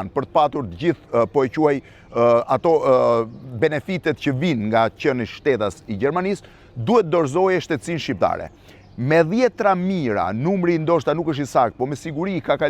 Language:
Albanian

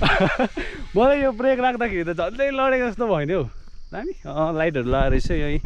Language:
Nepali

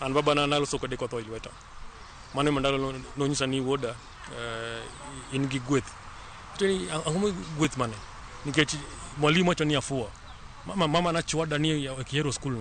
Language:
Luo (Kenya and Tanzania)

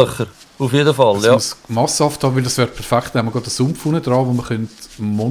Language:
Swiss German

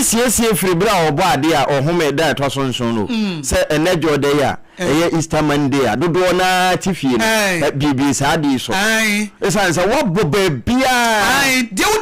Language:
Akan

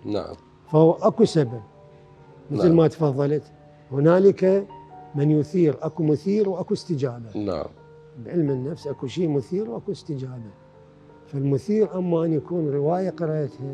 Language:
Mesopotamian Arabic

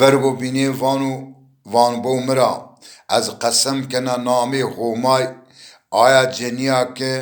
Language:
Zaza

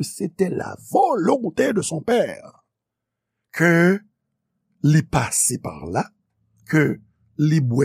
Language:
Haitian Creole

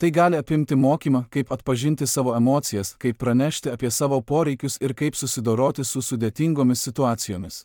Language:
Lithuanian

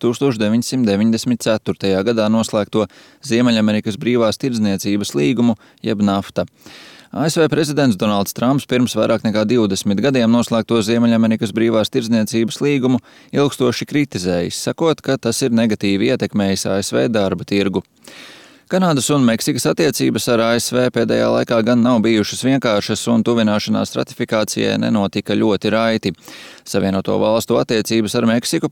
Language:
Latvian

